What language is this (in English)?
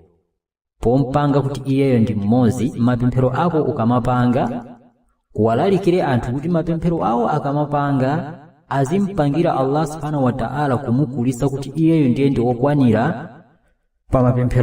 Nyanja